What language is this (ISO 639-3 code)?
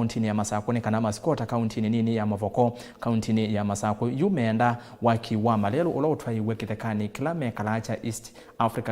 kam